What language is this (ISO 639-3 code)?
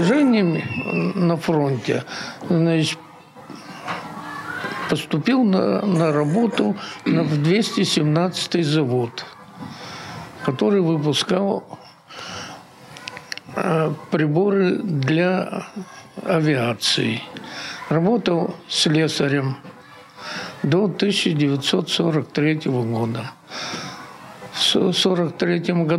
rus